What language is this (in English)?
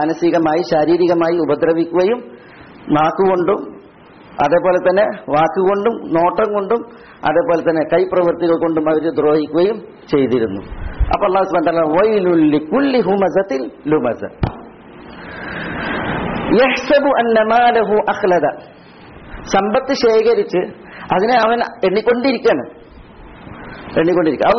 Malayalam